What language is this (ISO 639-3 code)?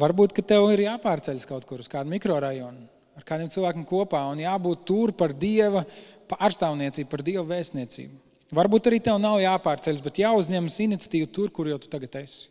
lav